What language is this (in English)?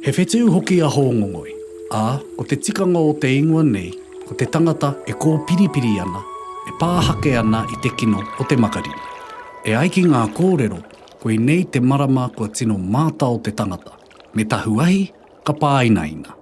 Māori